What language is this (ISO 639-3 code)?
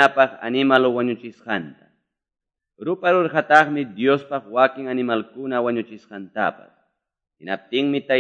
que